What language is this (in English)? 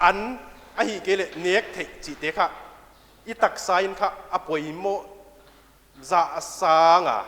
Paite Chin